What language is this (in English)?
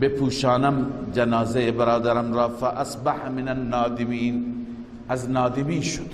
Persian